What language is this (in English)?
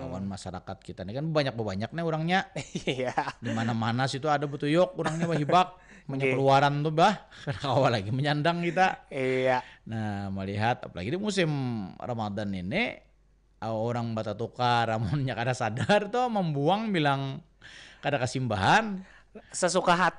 Banjar